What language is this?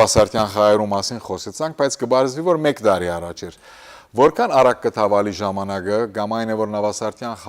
Western Armenian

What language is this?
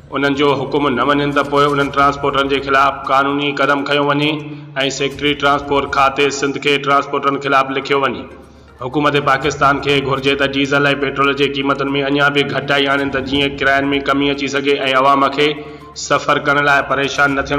Sindhi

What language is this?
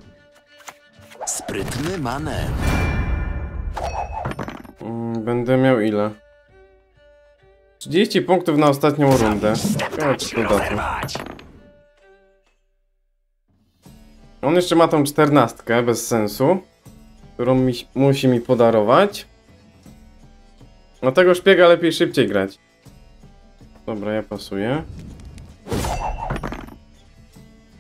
Polish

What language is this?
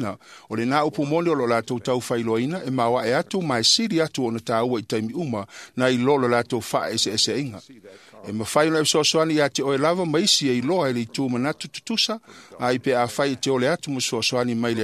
Samoan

